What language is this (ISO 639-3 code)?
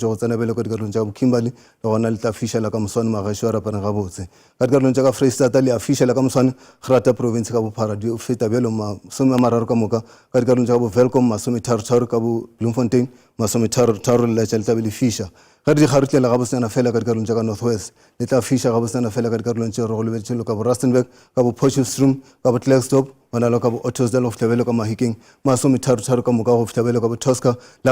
nso